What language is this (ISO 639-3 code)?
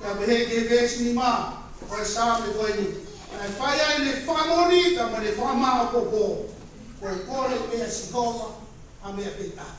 ton